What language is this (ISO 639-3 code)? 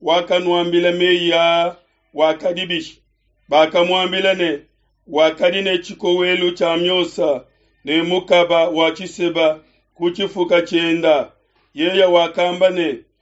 lua